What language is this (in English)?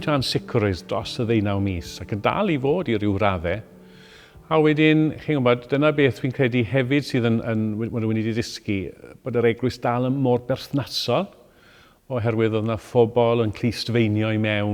Welsh